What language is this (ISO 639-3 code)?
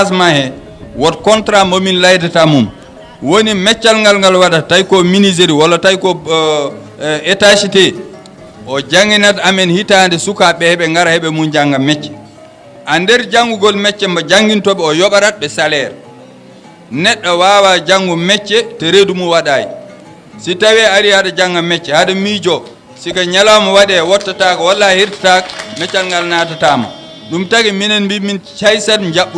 ful